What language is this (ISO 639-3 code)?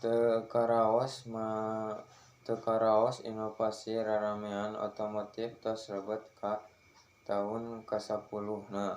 sun